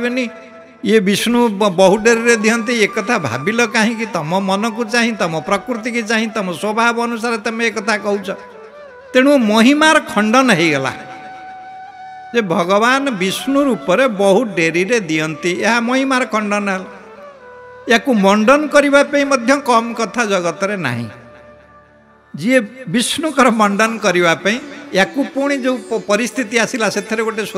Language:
Odia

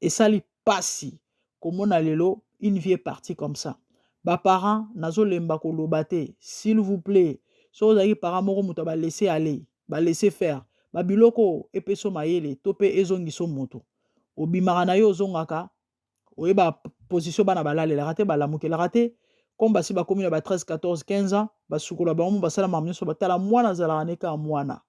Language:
Lingala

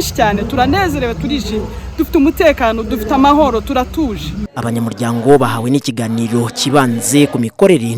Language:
Kinyarwanda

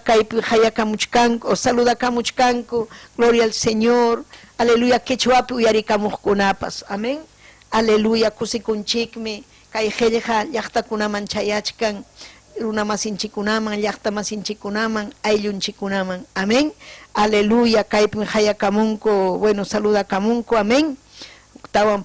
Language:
Ayacucho Quechua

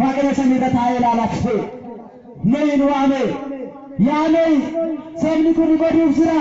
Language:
Oromo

